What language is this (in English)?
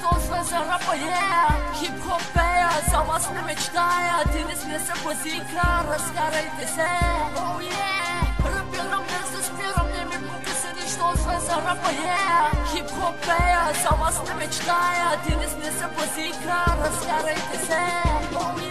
Bulgarian